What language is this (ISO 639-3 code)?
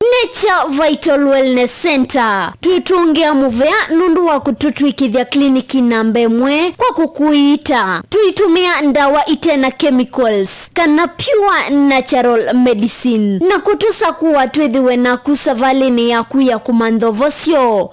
kam